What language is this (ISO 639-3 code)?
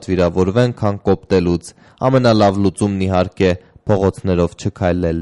hye